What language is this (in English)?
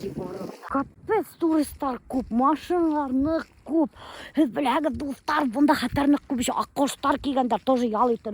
Bashkir